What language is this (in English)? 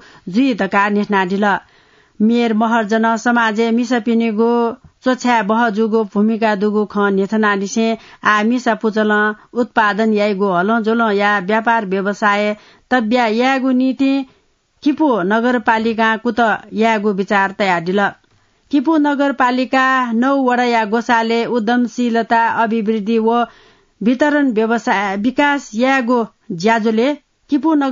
Newari